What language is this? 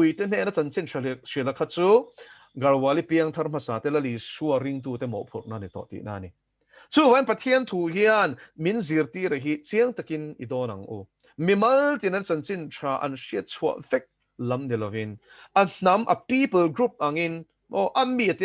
Mizo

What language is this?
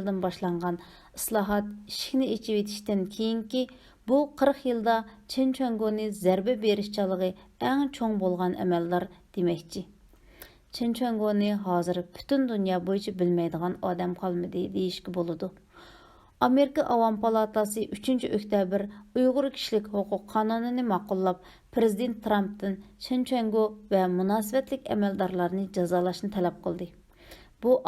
Uyghur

